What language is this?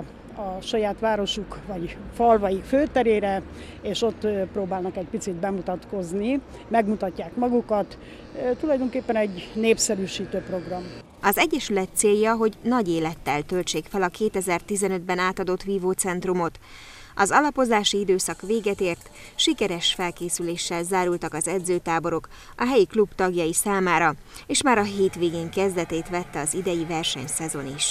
Hungarian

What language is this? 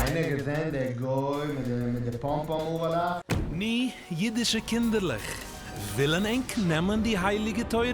Yiddish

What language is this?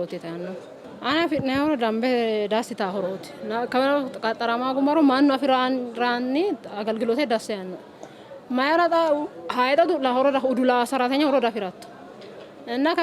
Sidamo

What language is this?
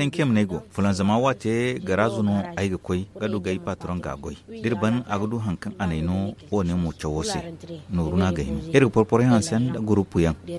Zarma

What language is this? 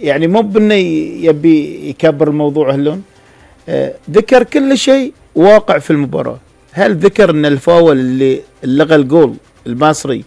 Gulf Arabic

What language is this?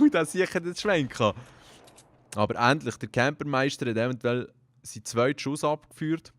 Swiss German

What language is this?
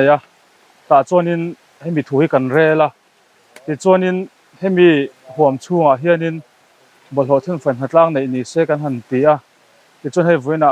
Mizo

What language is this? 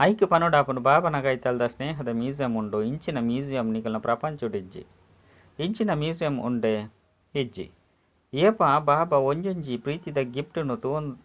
Tulu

